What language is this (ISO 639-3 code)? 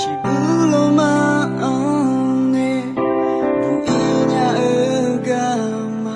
ahk